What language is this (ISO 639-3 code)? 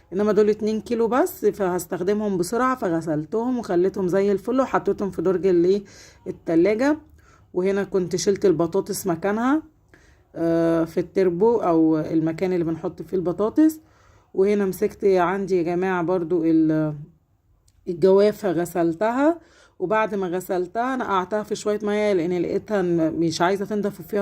arz